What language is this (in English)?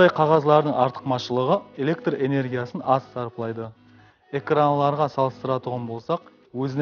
Kara-Kalpak